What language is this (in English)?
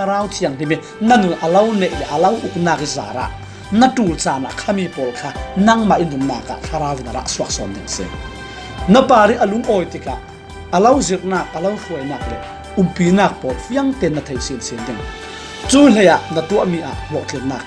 Falam Chin